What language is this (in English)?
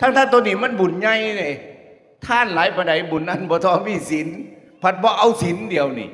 Northeastern Thai